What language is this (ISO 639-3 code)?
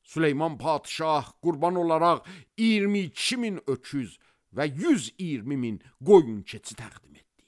aze